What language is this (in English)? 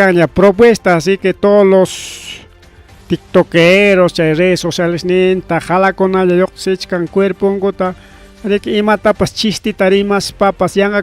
Ayacucho Quechua